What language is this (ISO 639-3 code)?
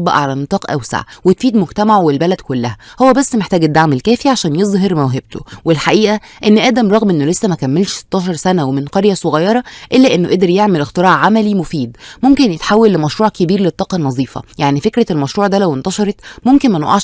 arz